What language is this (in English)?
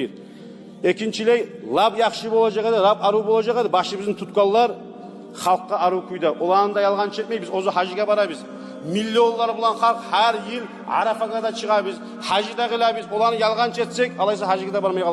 Kumyk